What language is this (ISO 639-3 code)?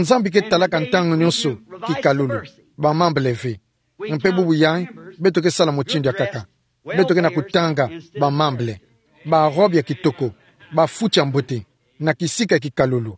ktu